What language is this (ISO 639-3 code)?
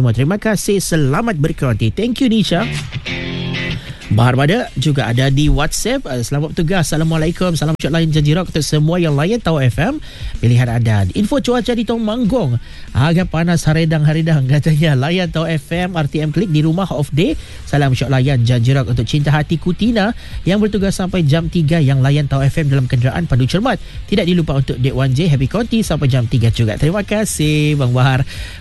msa